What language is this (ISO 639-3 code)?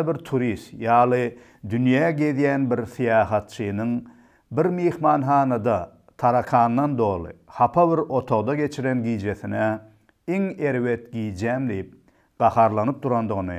tuk